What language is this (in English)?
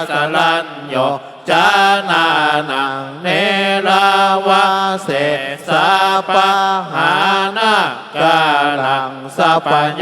Pali